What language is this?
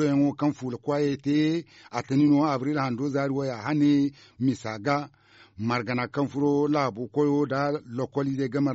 Zarma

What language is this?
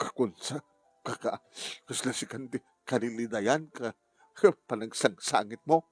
Iloko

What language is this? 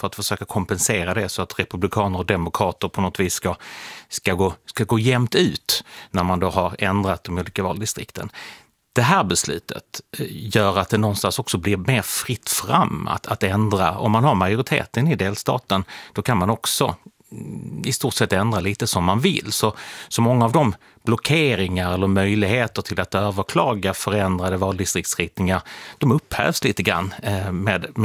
Swedish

